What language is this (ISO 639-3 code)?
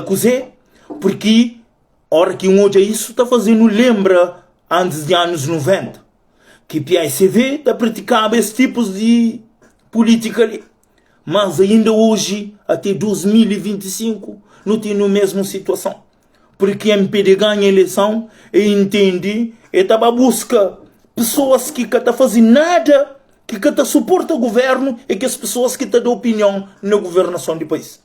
kea